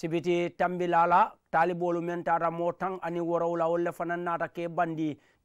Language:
Mandingo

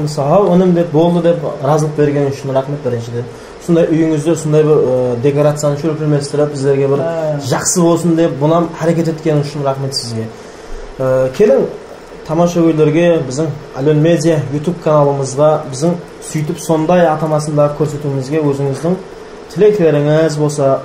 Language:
Kara-Kalpak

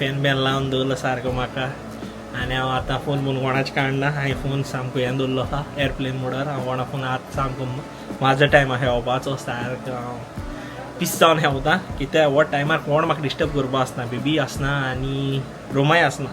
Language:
Konkani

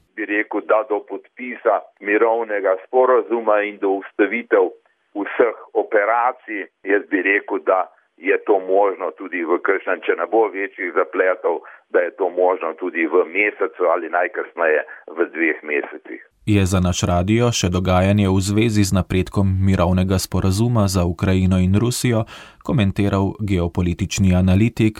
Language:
Slovenian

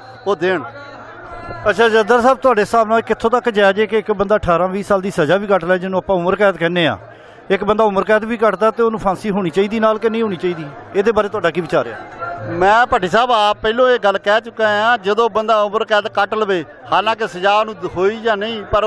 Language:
Punjabi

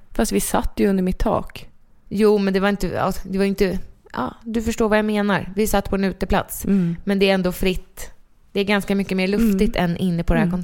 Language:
Swedish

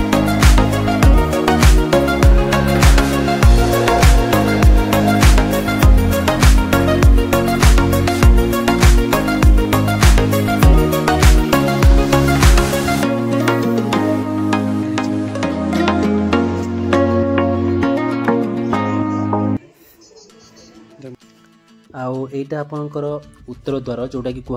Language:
Odia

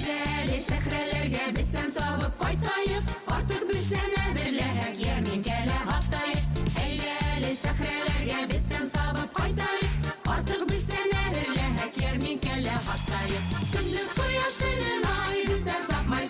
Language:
Bashkir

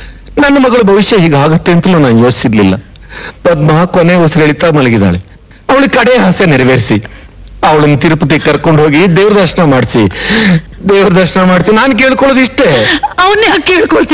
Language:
Kannada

